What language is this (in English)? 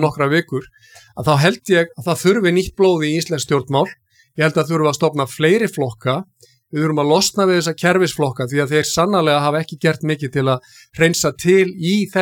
Icelandic